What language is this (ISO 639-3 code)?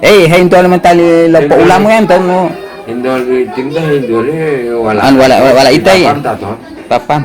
gor